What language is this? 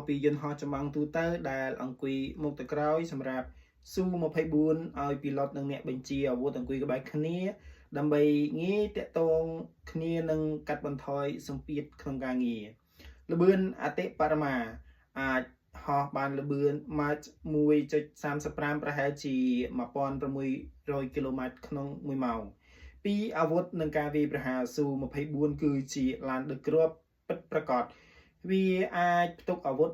Khmer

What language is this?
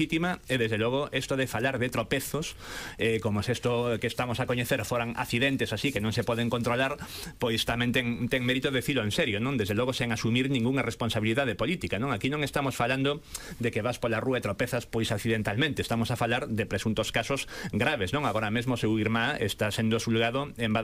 Galician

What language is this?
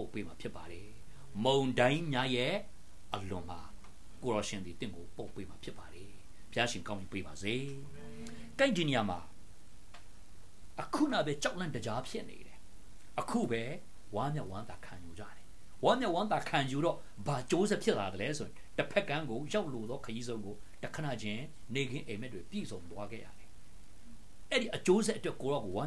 Burmese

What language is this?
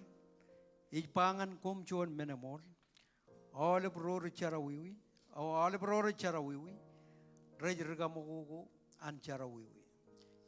Marshallese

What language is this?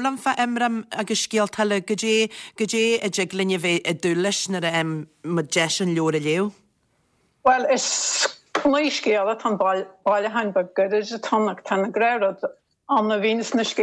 Irish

